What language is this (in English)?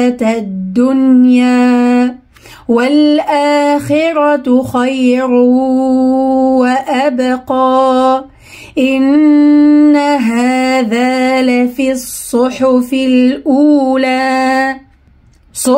Arabic